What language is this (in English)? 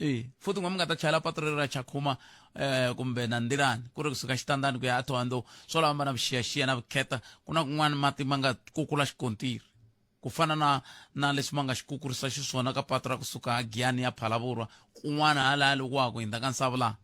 Tsonga